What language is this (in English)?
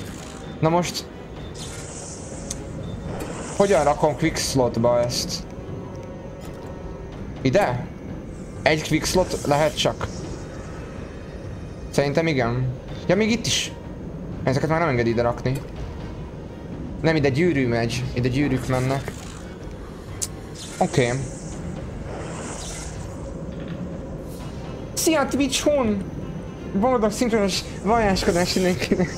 Hungarian